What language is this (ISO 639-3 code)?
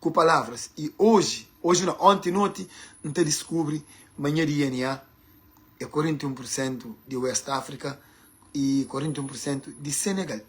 kea